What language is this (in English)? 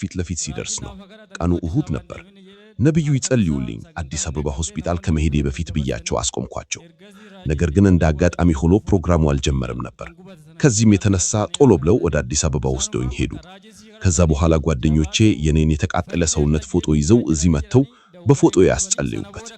Amharic